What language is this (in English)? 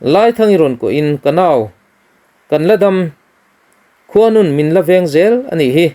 Mizo